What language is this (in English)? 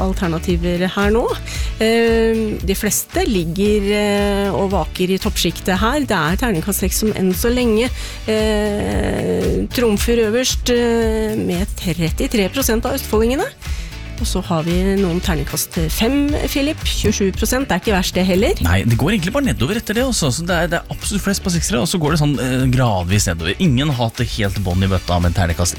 Norwegian